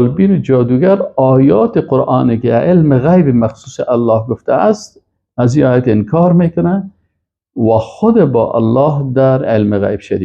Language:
Persian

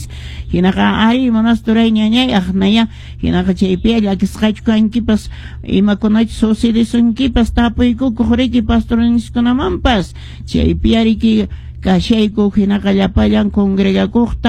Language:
Quechua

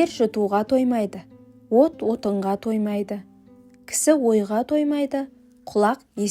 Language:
Kazakh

